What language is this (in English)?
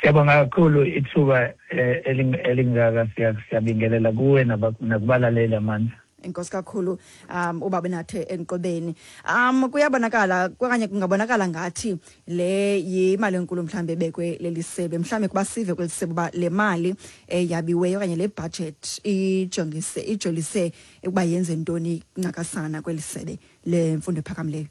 Xhosa